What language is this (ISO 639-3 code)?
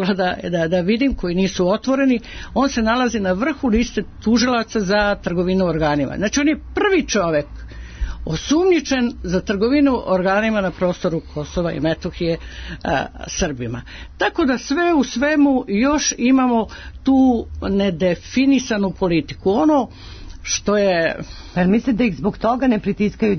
srp